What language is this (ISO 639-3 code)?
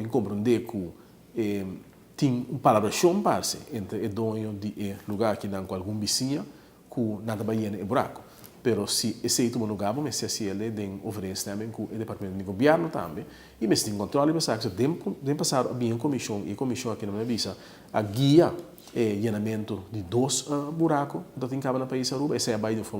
pap